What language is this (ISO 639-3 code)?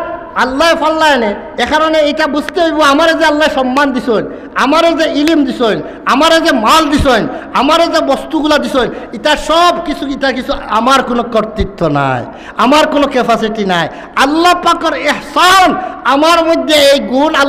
syl